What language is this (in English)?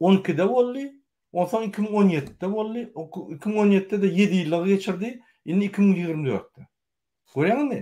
Turkmen